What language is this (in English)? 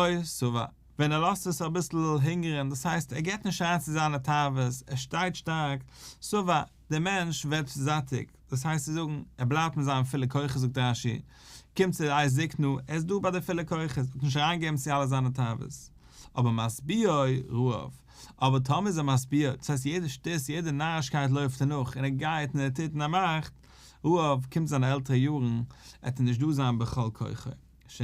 Yiddish